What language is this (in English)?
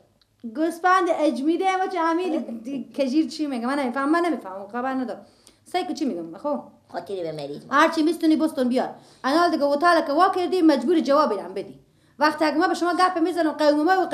Persian